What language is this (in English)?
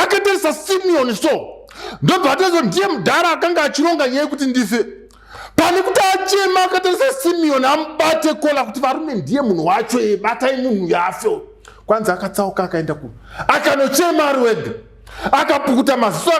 Shona